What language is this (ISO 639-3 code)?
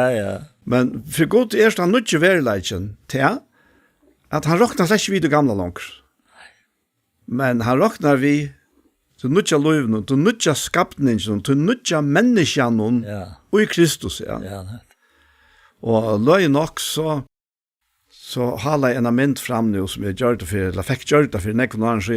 fao